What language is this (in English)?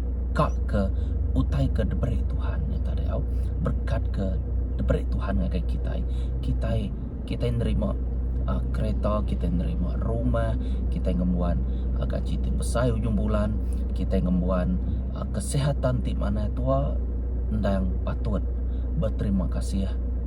Iban